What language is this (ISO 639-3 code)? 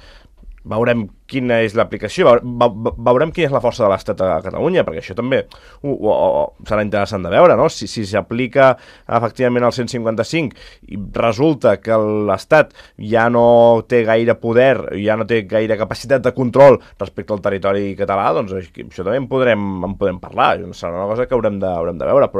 cat